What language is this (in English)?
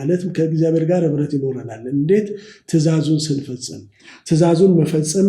Amharic